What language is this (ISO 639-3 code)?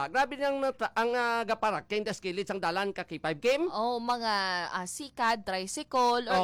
hil